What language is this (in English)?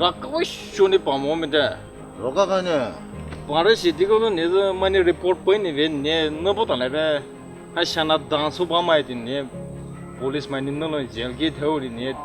Poumei Naga